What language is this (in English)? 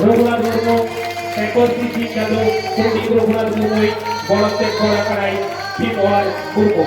Santali